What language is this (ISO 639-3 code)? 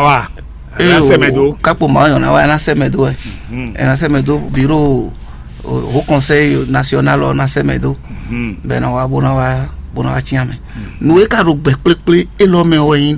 fon